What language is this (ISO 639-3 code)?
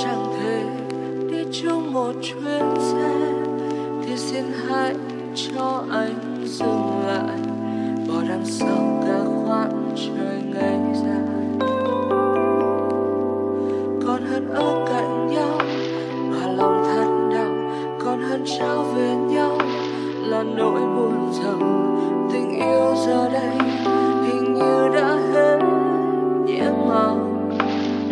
vie